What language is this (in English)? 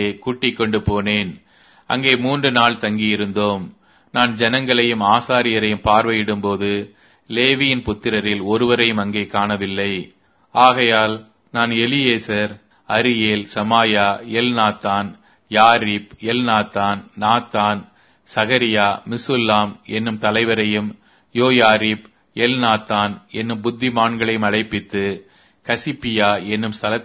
Tamil